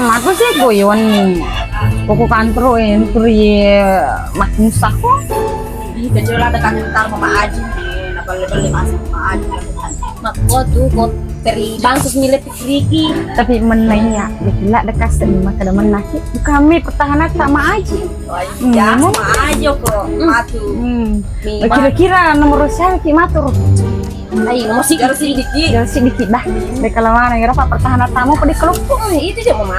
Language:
Buginese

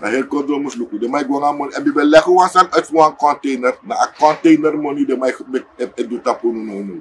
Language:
Sranan Tongo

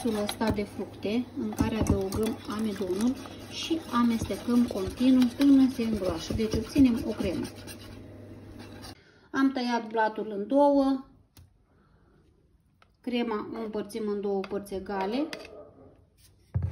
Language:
Romanian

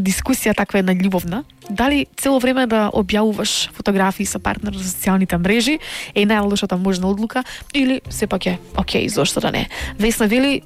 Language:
Macedonian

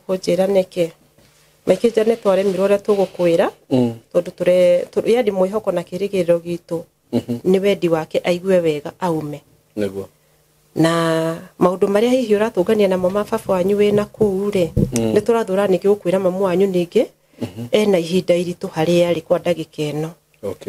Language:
Kikuyu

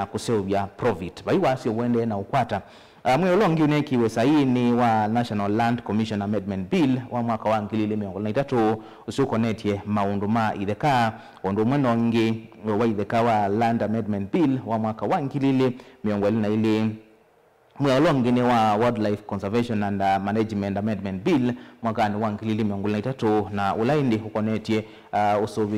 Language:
Kamba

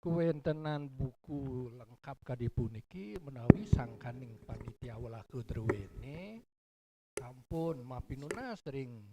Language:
Balinese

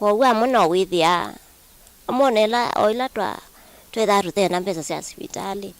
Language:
Kamba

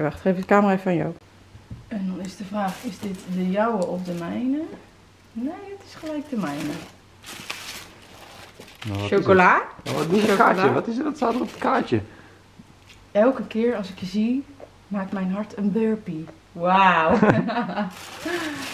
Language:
Dutch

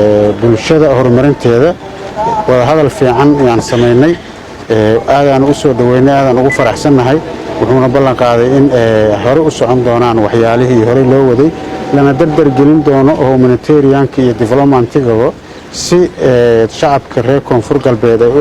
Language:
Somali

